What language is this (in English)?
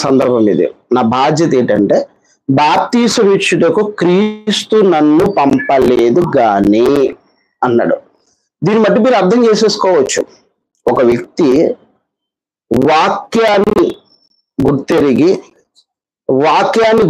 Telugu